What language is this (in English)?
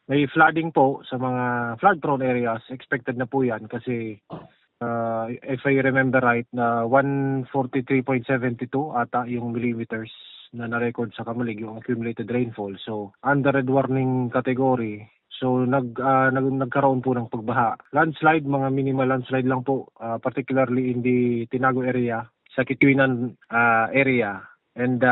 Bikol